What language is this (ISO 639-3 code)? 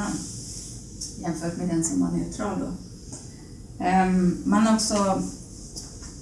swe